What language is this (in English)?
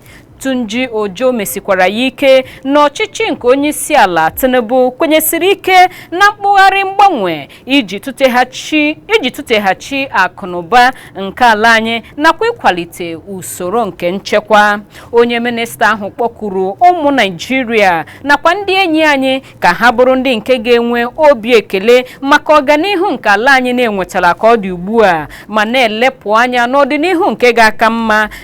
Igbo